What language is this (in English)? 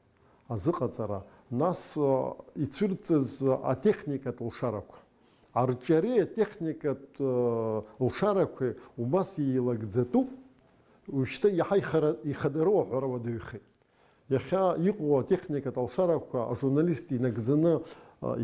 Abkhazian